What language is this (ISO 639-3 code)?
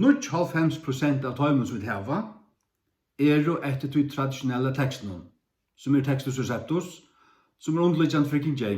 fao